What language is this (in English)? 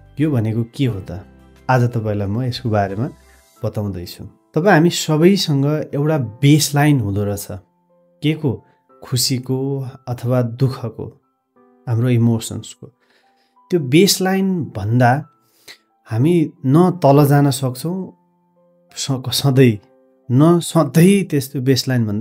Nepali